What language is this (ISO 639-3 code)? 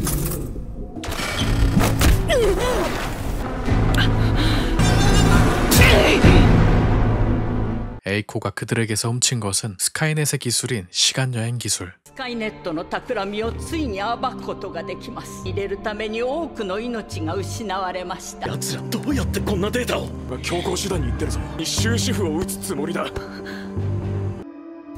jpn